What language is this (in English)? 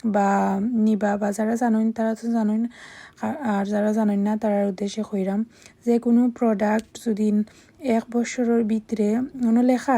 Sylheti